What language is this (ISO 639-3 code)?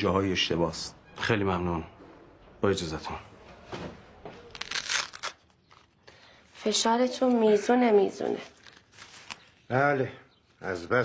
fas